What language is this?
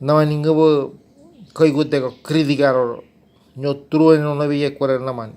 Ngäbere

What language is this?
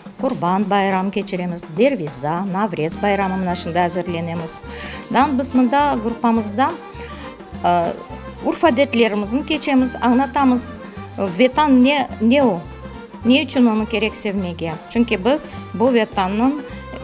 Crimean Tatar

